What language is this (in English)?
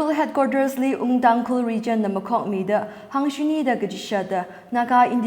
Tangkhul Naga (India)